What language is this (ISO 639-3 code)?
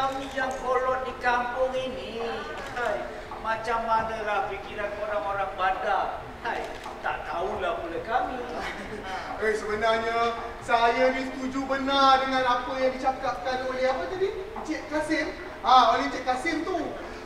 msa